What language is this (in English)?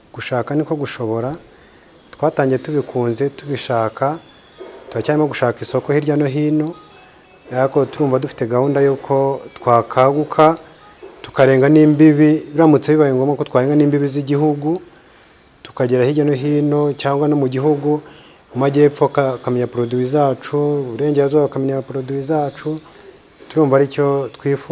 Kinyarwanda